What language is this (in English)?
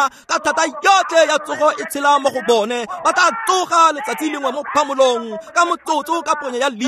Tswana